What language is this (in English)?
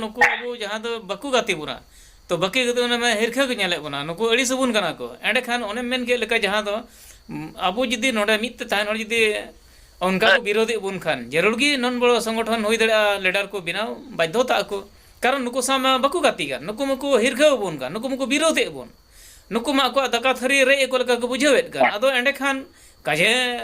Santali